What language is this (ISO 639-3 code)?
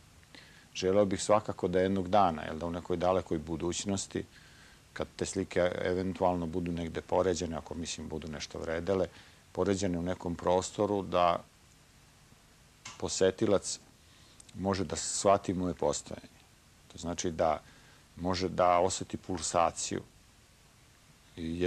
srp